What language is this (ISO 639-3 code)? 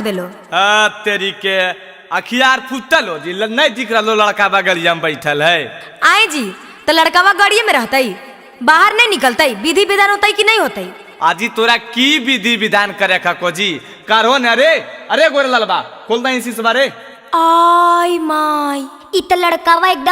mag